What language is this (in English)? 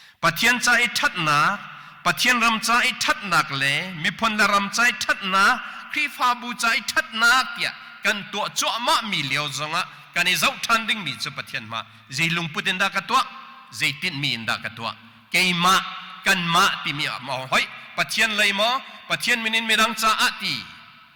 Hakha Chin